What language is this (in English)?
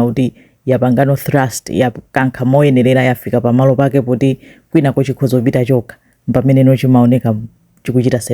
Nyanja